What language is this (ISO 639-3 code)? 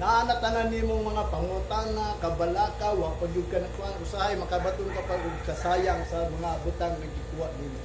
ceb